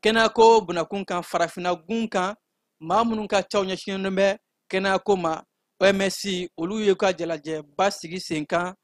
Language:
Bambara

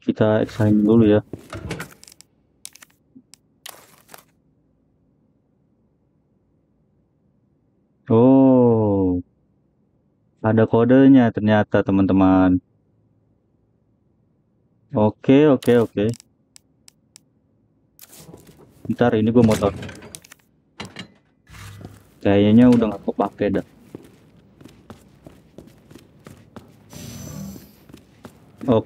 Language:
Indonesian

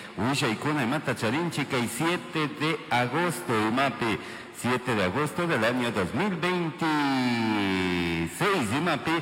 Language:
Chimborazo Highland Quichua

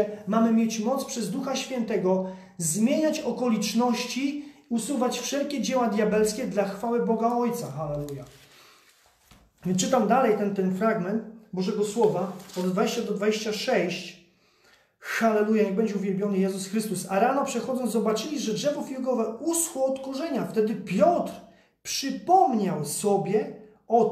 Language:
Polish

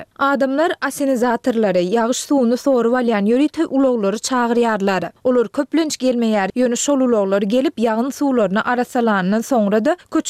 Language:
Turkmen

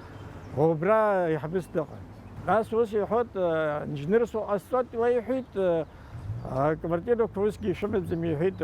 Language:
Abkhazian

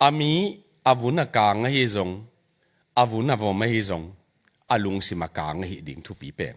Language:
Tedim Chin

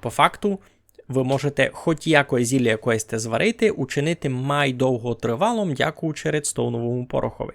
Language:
Rusyn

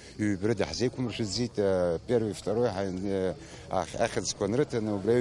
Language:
Abkhazian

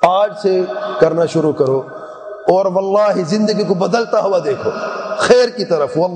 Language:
Urdu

